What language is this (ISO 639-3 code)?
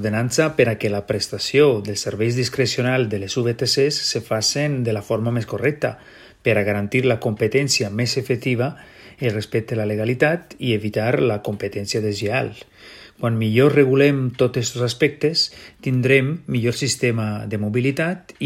cat